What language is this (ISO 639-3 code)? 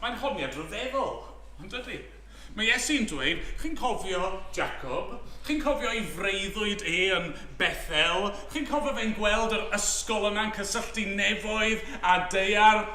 cym